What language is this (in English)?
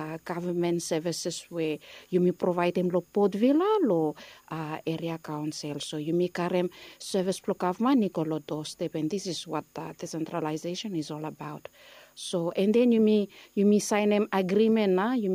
Bislama